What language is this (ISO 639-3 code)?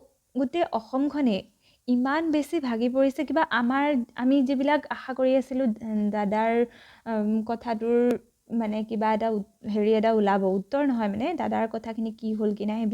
asm